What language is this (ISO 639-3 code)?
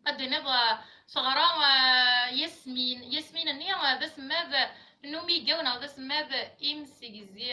kab